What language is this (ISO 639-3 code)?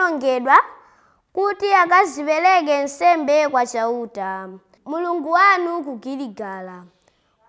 nya